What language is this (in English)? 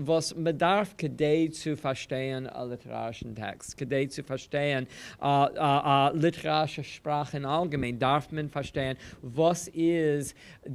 Yiddish